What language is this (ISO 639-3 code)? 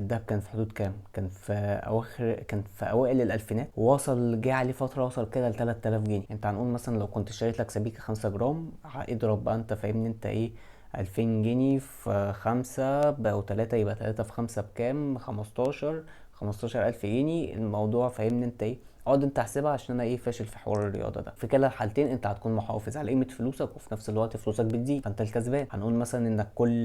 arz